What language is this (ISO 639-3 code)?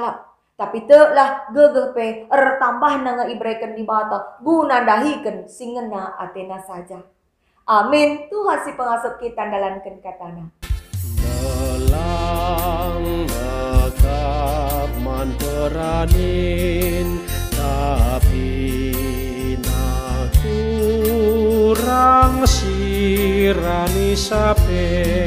btx